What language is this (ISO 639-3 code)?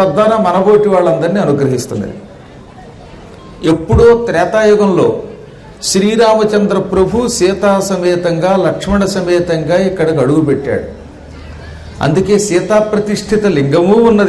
tel